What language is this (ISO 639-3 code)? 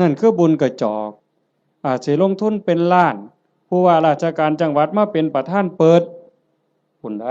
tts